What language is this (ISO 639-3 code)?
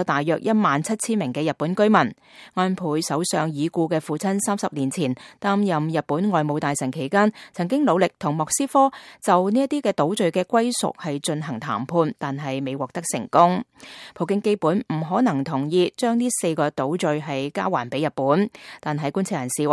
yue